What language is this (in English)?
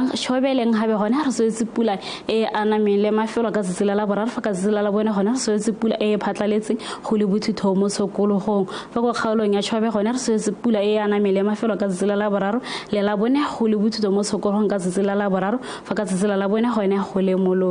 Tswana